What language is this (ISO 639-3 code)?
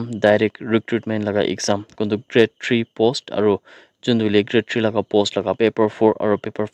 nag